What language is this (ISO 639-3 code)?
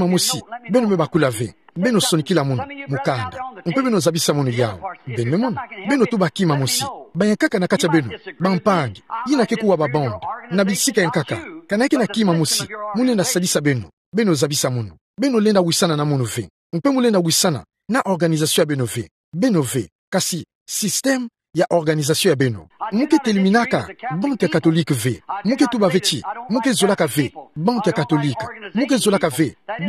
ktu